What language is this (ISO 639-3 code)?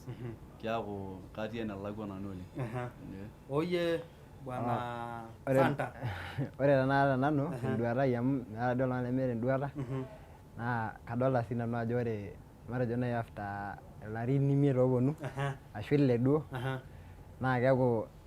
mas